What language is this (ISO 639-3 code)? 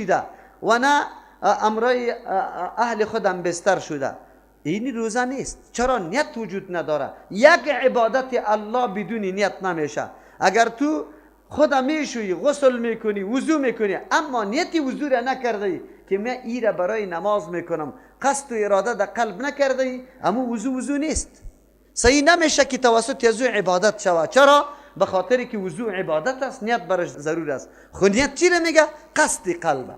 fas